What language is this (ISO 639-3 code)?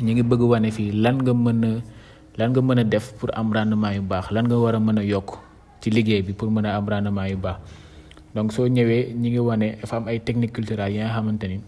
wol